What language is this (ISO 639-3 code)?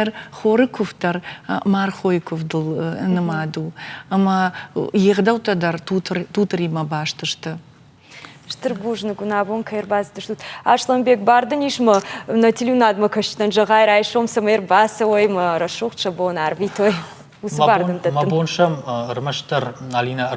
oss